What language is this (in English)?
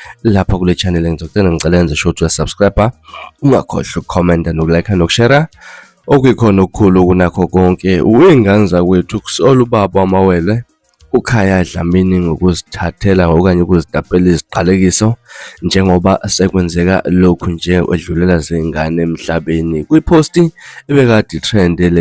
Zulu